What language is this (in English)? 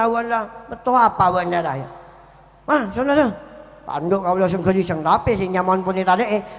Madurese